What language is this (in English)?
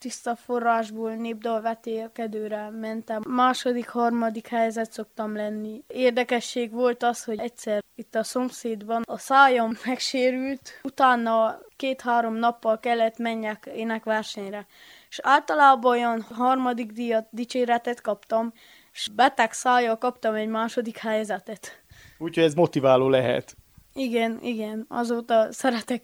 Hungarian